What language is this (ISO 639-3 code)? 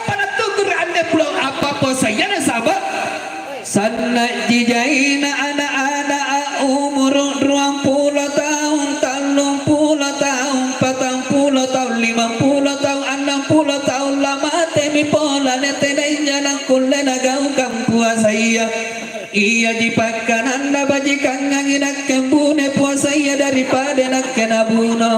mak